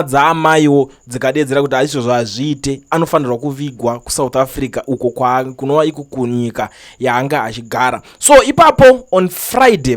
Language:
Shona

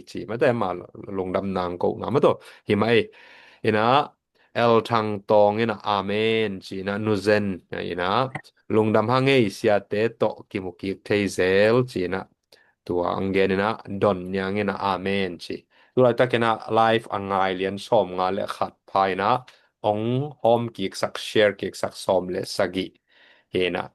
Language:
Tedim Chin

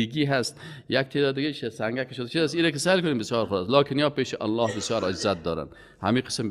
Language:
Persian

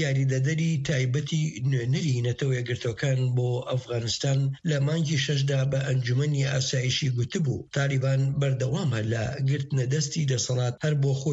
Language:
Central Kurdish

